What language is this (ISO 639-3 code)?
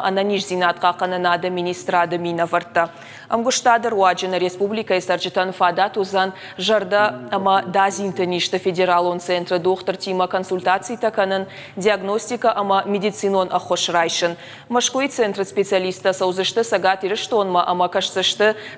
oss